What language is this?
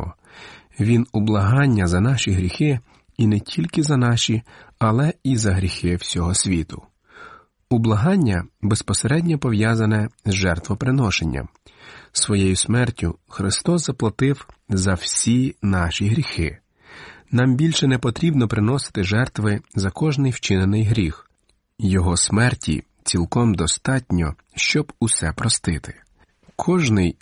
Ukrainian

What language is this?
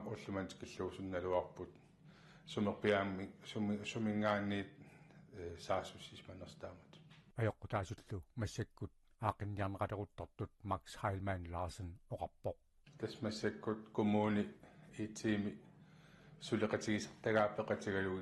Kalaallisut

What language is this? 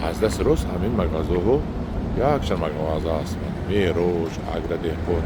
Tajik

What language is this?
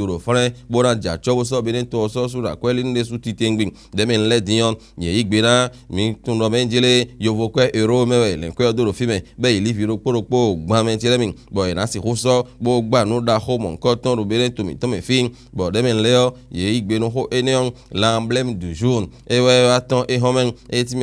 Fon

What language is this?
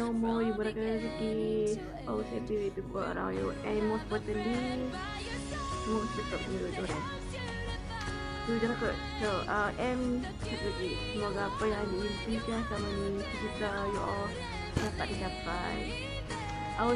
Malay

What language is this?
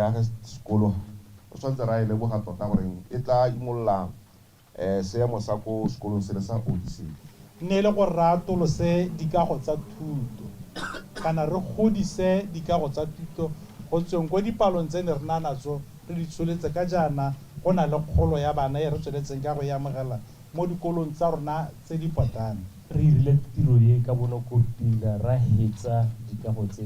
Tswana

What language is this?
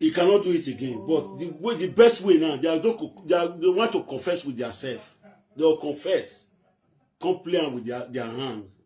Nigerian Pidgin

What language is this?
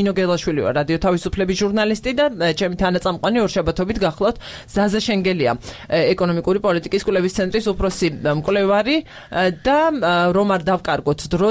Georgian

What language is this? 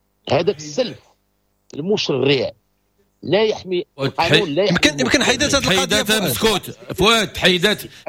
Moroccan Arabic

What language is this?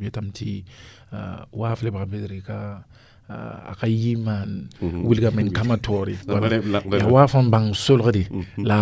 Mossi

